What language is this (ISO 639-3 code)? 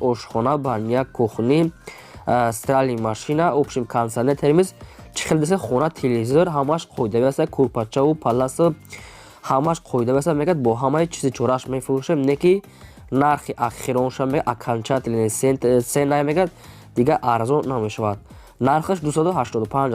tgk